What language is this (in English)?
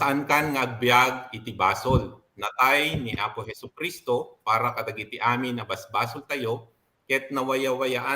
Iloko